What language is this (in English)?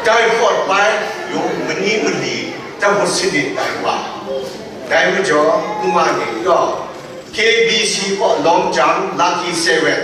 Kachin